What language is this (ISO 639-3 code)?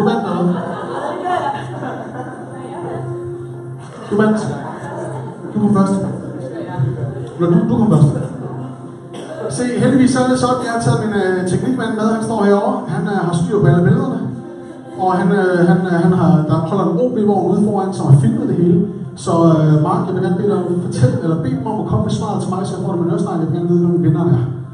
dan